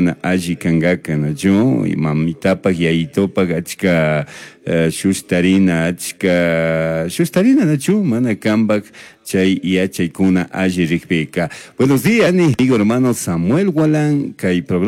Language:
Chimborazo Highland Quichua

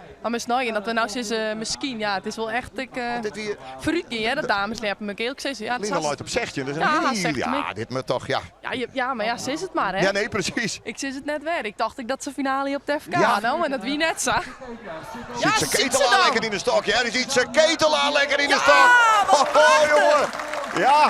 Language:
Western Frisian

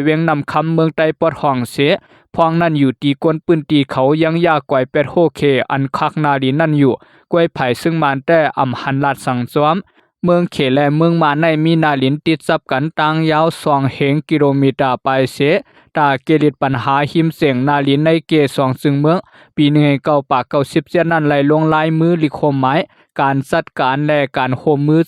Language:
Shan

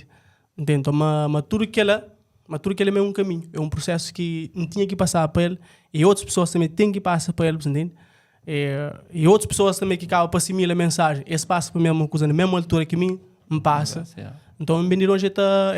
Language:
Kabuverdianu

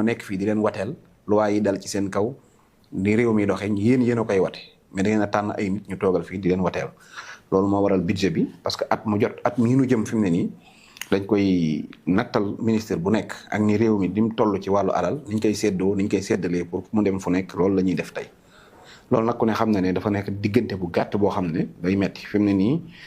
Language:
Wolof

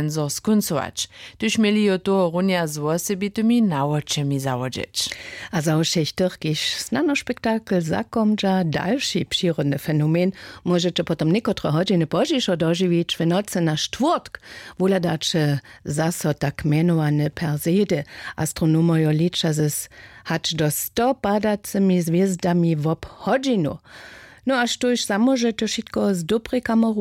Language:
Upper Sorbian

